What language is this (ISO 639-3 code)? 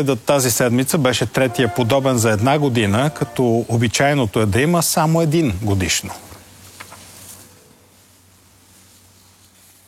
bul